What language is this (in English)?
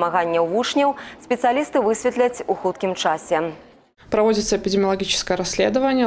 Belarusian